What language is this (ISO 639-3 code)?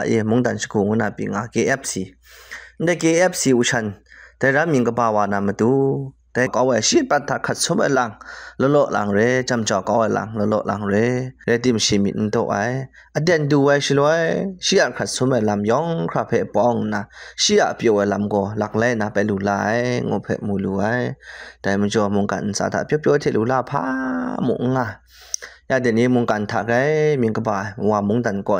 kac